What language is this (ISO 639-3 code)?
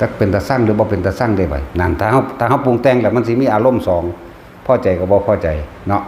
tts